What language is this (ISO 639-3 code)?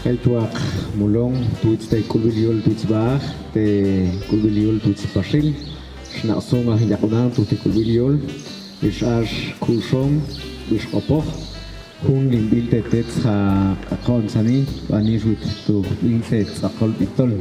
ttc